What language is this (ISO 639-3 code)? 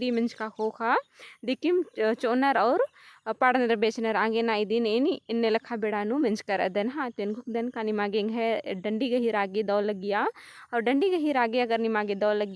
kru